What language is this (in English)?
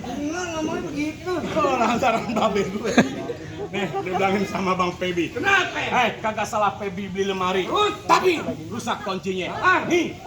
Betawi